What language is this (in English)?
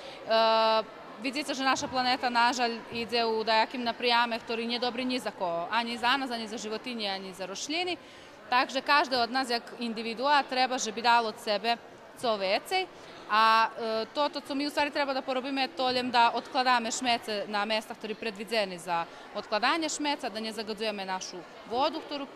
Rusyn